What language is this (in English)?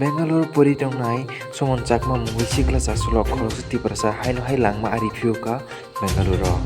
Kok Borok